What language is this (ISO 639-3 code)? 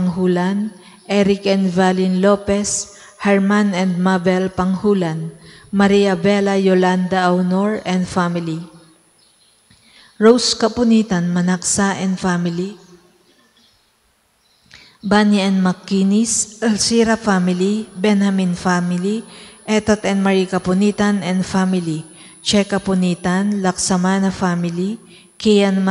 fil